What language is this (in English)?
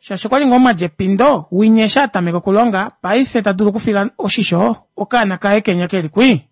Kuanyama